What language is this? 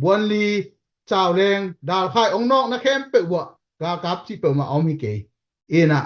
Tedim Chin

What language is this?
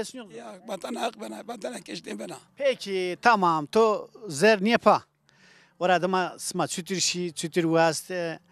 Zaza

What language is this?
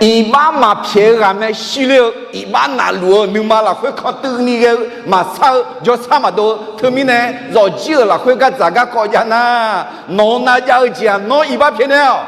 Akha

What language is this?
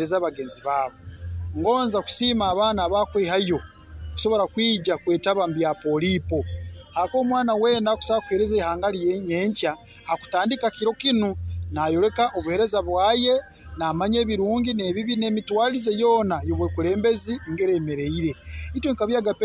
Nyoro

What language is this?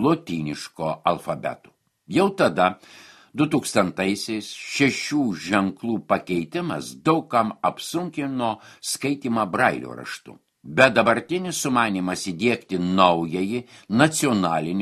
Lithuanian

